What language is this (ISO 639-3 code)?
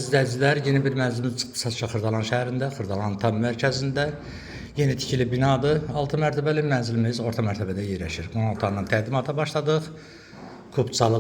aze